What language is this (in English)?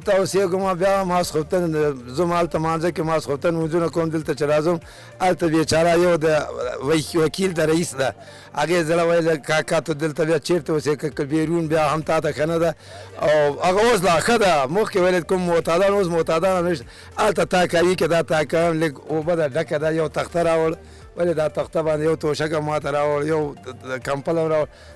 Pashto